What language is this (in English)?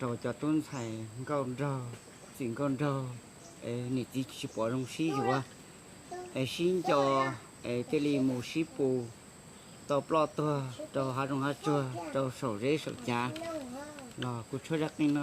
Hmong